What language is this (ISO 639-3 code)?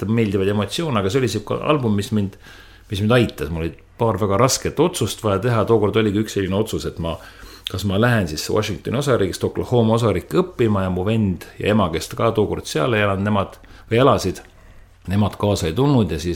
est